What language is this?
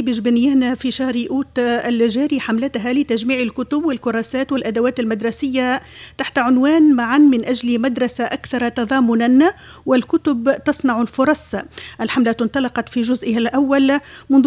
Tunisian Arabic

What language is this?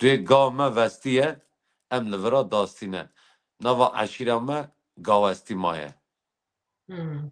Kurdish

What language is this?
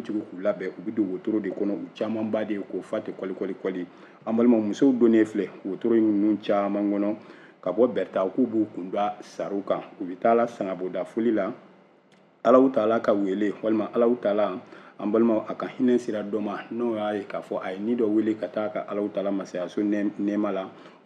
Bambara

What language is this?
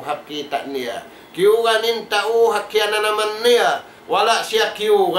Tausug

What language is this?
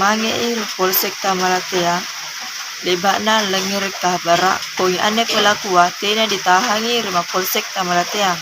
Makasar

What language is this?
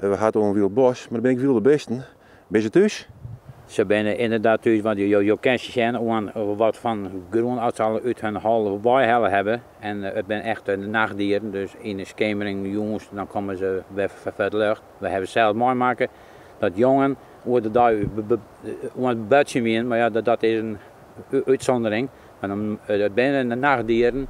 Western Frisian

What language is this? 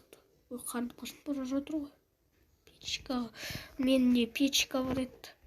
Kazakh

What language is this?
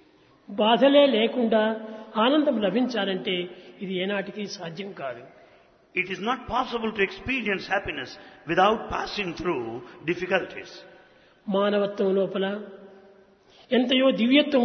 Telugu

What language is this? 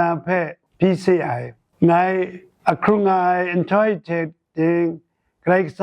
Kachin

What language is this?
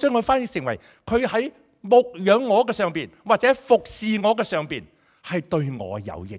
Cantonese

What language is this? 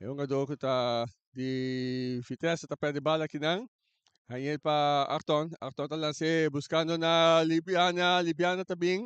Papiamento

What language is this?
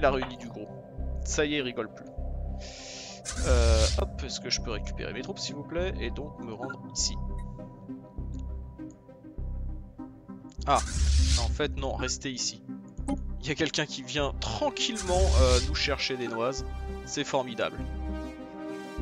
French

